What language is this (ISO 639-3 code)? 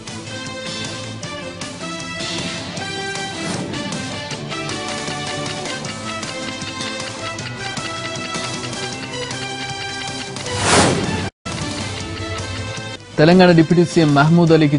tel